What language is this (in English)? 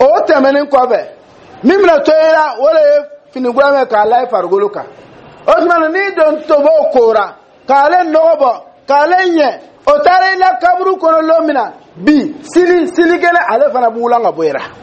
Dyula